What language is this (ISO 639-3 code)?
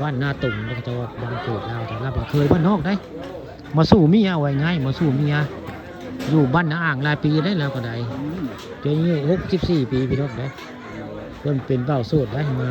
tts